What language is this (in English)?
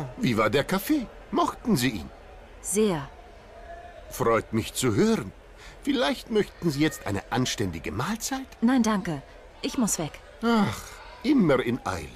German